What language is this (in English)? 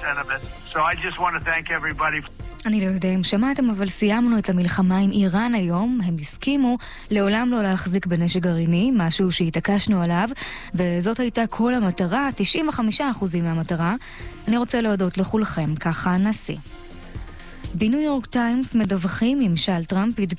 Hebrew